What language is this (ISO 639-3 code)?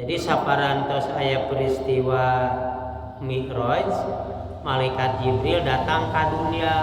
sun